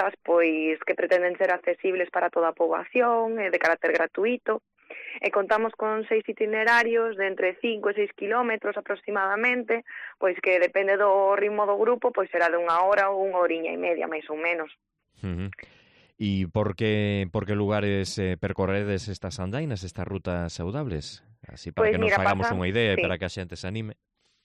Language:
Galician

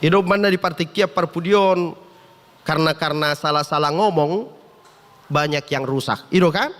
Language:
Batak Toba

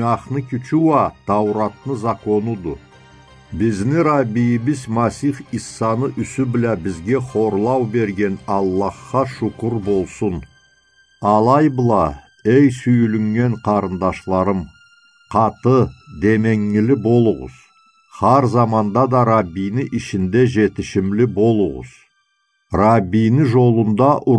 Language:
Karachay-Balkar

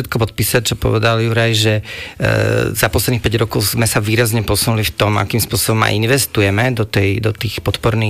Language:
Slovak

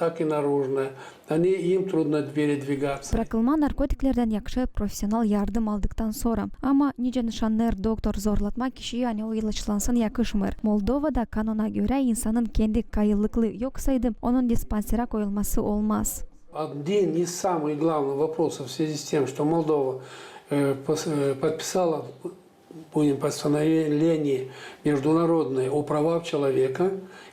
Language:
Gagauz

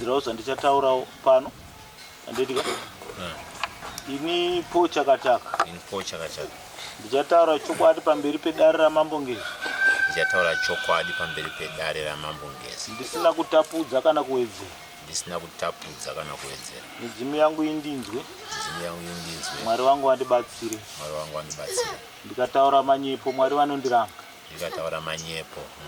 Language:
Shona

